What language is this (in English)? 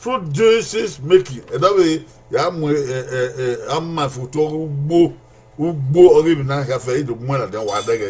Bini